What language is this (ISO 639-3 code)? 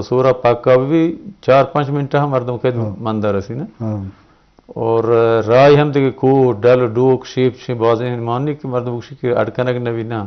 bgp